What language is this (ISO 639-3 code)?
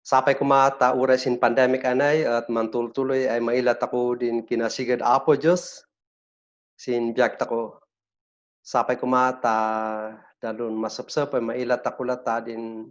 kne